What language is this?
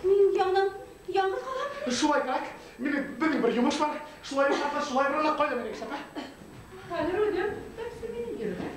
Bashkir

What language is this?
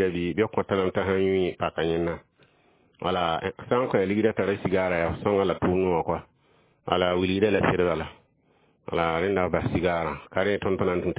Mossi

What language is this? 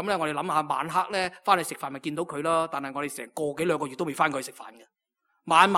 Cantonese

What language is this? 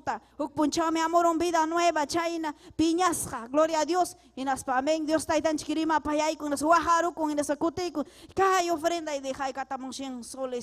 Ayacucho Quechua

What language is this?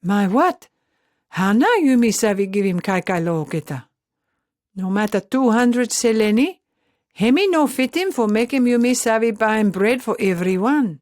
Pijin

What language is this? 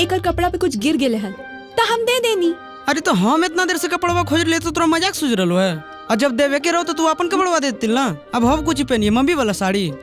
Magahi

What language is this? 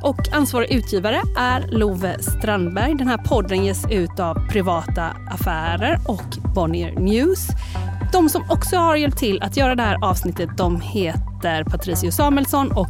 Swedish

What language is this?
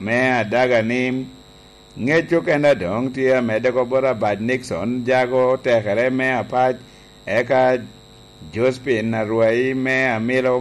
Lango (Uganda)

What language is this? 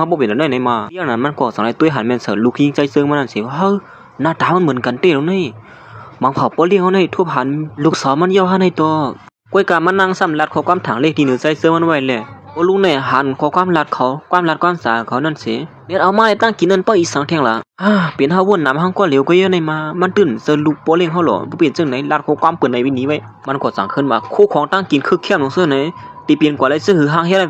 Shan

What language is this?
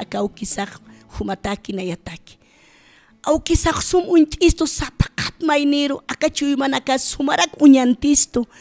Aymara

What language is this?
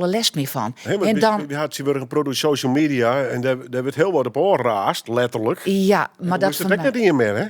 Western Frisian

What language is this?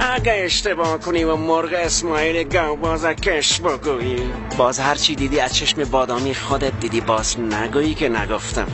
Persian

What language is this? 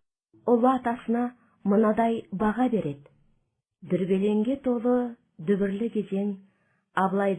Kazakh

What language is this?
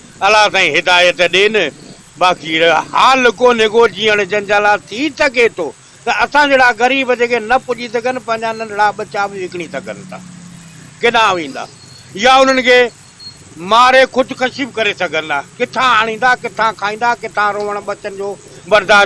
Sindhi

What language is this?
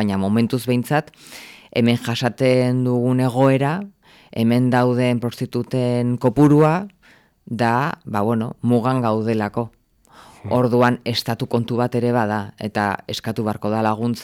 Basque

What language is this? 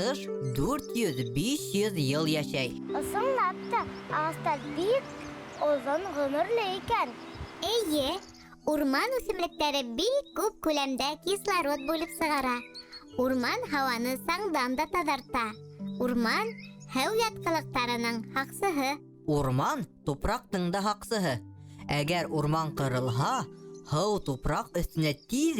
Bashkir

